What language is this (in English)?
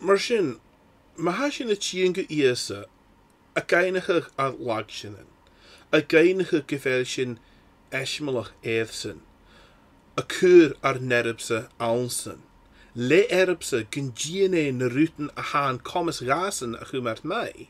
Scottish Gaelic